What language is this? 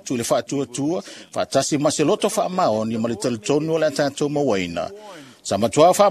Samoan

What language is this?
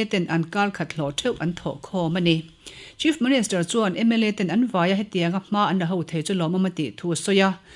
Mizo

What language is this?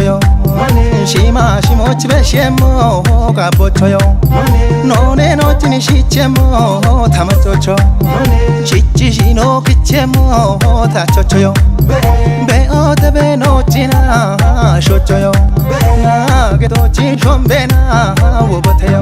Kafa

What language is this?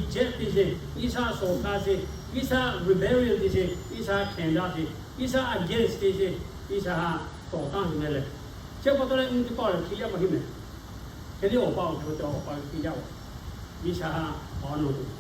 Lahu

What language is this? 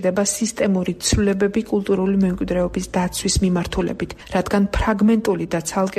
Georgian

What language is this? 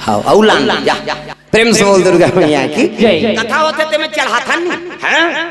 Chhattisgarhi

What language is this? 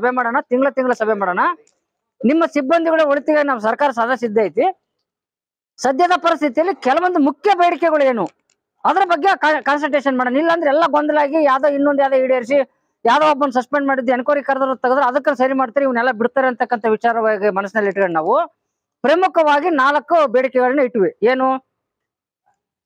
Kannada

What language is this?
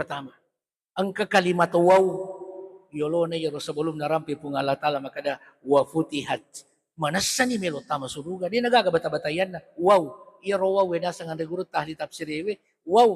Buginese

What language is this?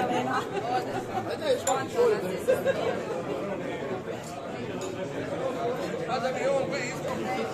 Croatian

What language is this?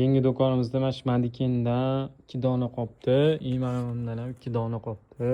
Uzbek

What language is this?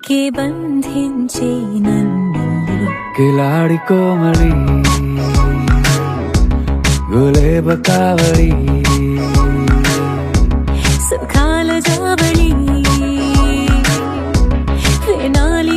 Telugu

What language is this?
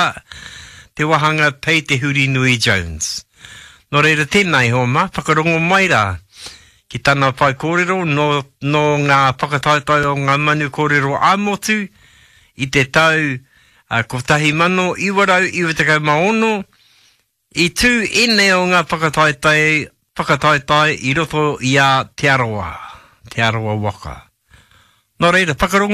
Māori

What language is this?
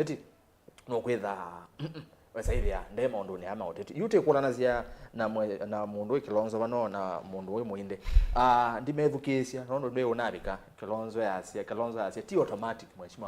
Kamba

